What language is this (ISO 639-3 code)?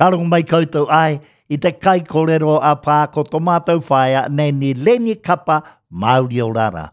mri